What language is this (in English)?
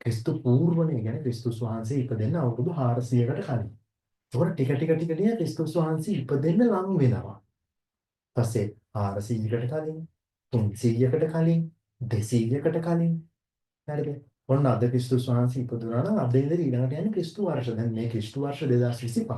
Sinhala